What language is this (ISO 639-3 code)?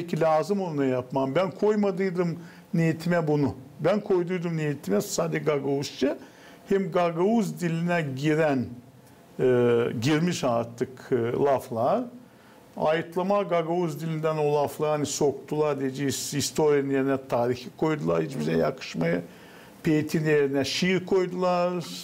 gag